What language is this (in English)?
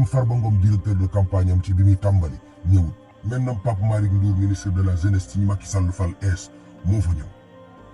Wolof